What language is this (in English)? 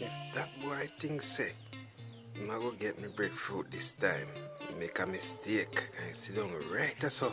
Jamaican Creole English